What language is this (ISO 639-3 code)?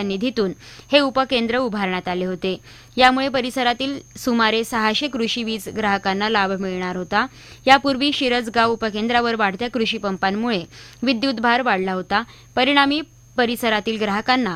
mar